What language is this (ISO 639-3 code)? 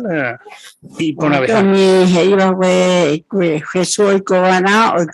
grn